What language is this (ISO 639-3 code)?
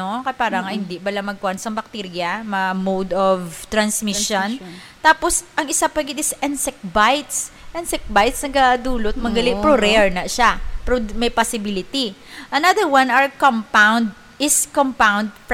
hil